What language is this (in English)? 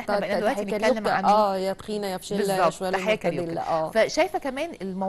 Egyptian Arabic